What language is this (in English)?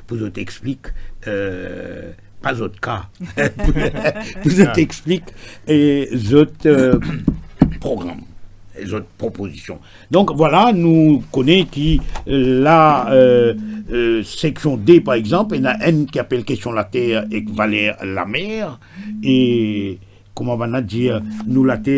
Morisyen